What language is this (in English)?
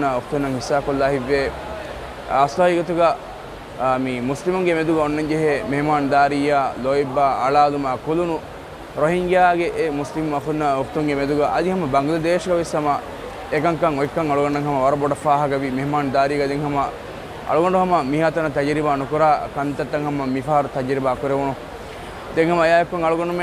Divehi